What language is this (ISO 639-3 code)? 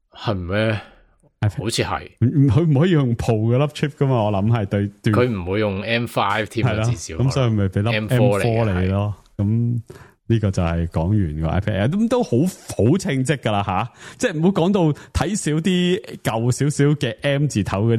yue